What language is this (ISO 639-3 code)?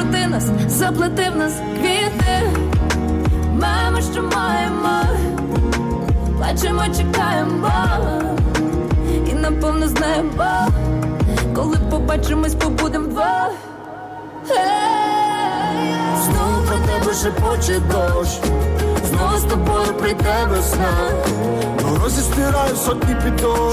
ukr